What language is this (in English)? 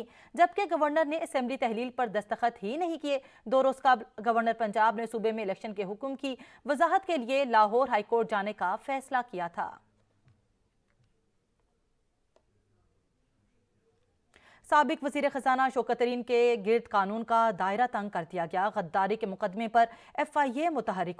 Urdu